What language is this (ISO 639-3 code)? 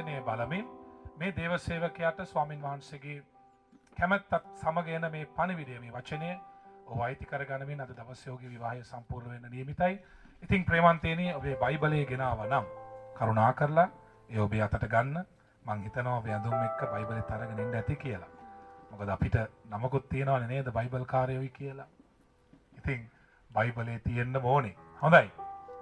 sin